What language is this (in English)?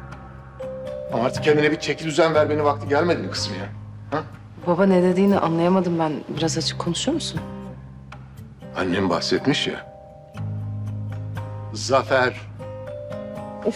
Turkish